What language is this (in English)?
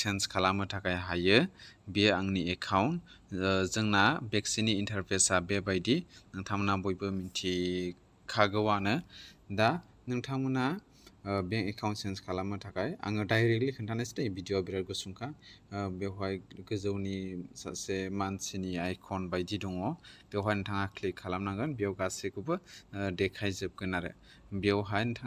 Bodo